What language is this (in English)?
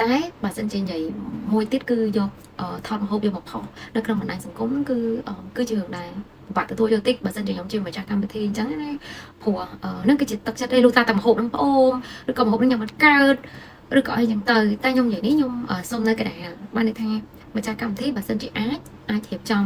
Khmer